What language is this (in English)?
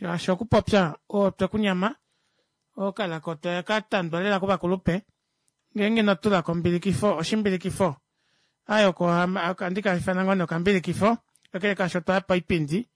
Kuanyama